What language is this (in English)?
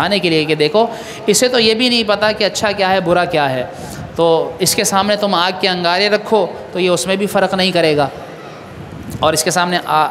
Urdu